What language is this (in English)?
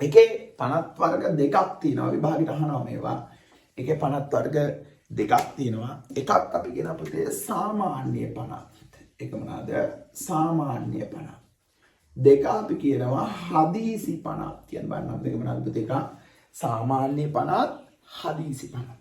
Sinhala